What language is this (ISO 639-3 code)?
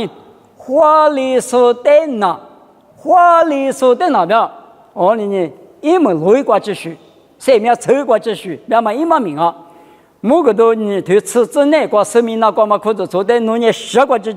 lis